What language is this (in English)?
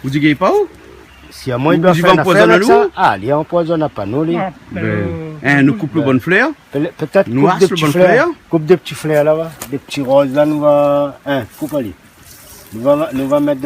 Réunion Creole French